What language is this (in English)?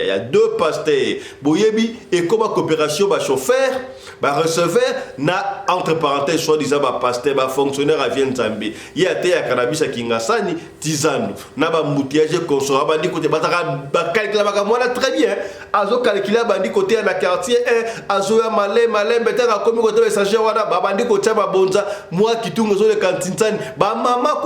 Lingala